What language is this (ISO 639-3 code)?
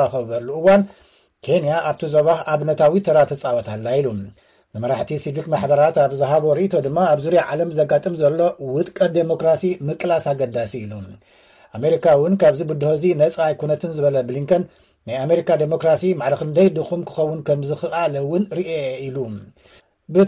tir